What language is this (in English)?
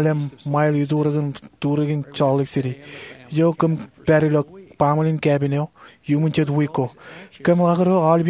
Marshallese